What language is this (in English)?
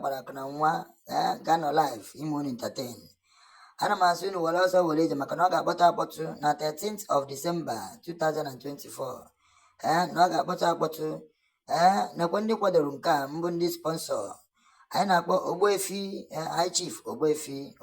Igbo